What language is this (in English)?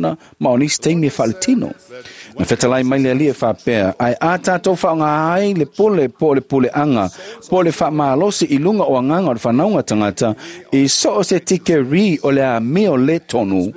Samoan